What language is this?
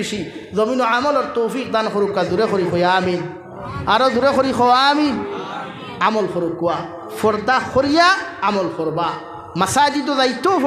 Sylheti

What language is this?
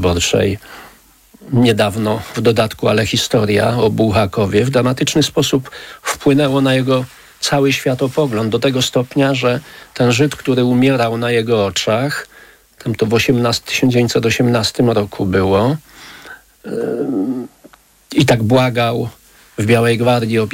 Polish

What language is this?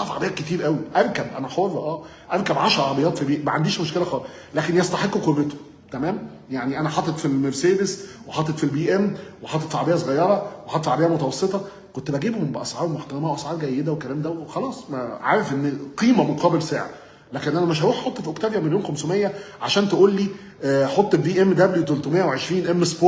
Egyptian Arabic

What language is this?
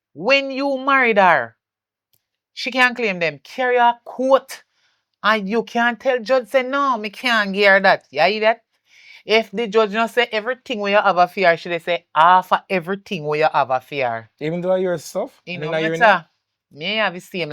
Jamaican Creole English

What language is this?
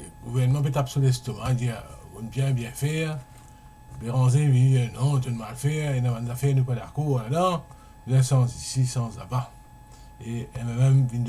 Morisyen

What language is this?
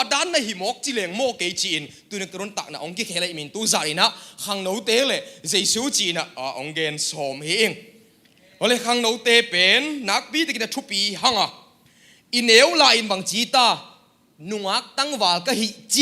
Tedim Chin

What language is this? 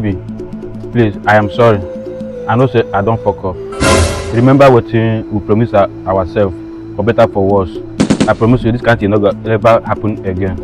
Nigerian Pidgin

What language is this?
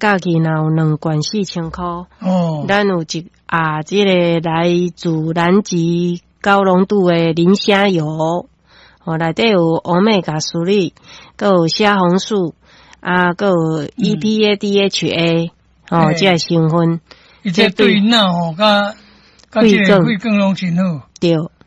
Min Nan Chinese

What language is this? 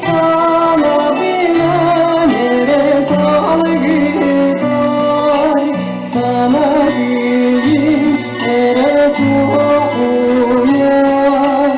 Yakut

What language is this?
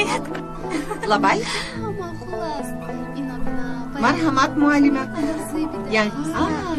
Tajik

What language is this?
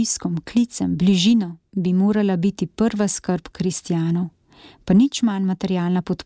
Slovenian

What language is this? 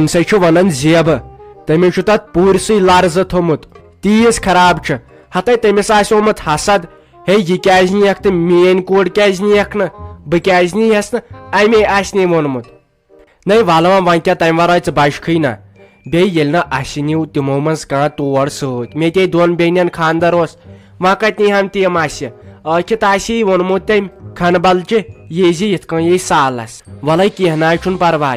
Kashmiri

